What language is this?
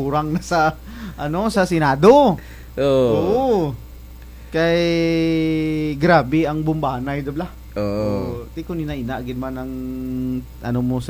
Kinaray-a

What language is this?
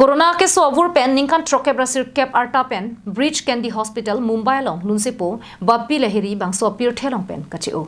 Karbi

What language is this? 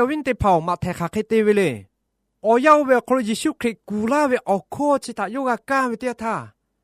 Lahu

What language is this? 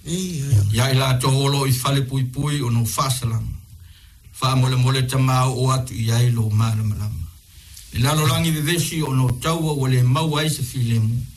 Samoan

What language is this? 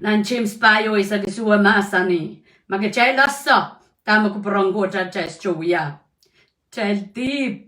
Pohnpeian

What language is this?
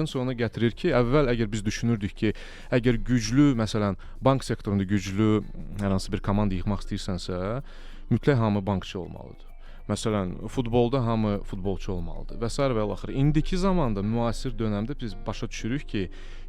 Azerbaijani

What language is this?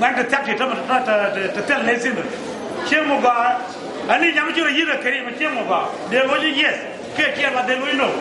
Nuer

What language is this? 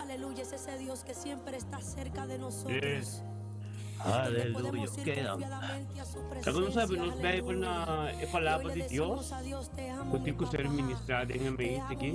Papiamento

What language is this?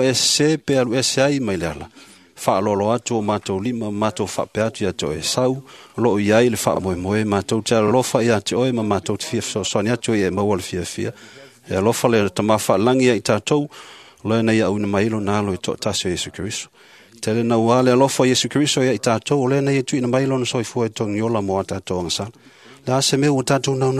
Samoan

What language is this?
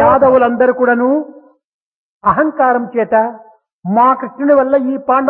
Telugu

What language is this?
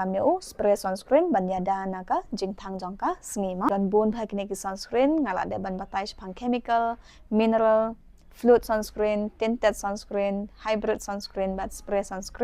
Khasi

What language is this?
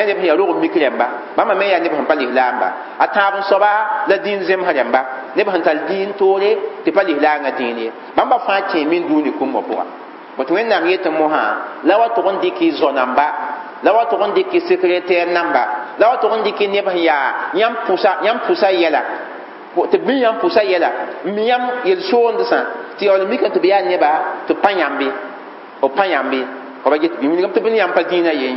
Mossi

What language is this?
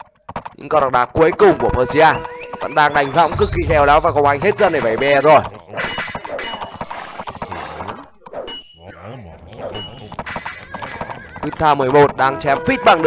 Vietnamese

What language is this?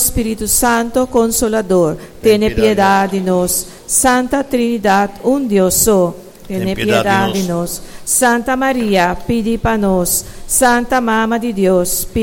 Papiamento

